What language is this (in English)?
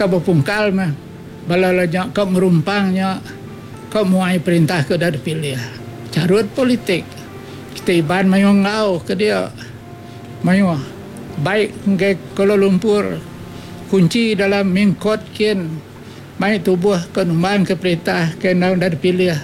Iban